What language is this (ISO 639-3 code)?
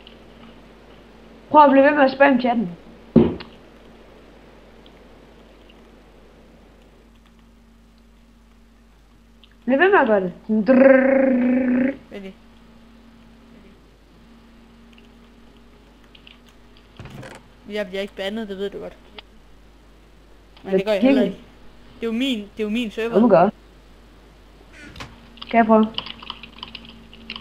dan